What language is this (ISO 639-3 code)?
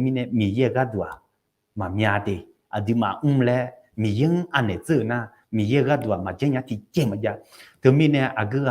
ahk